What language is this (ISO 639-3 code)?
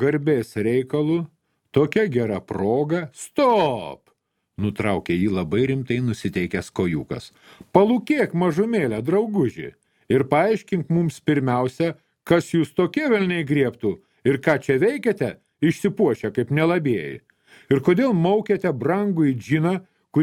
lit